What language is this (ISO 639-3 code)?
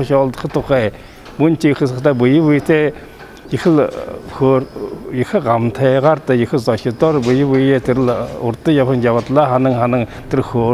bua